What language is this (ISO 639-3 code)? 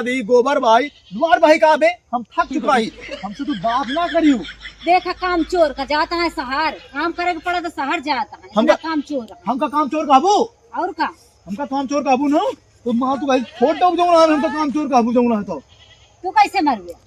awa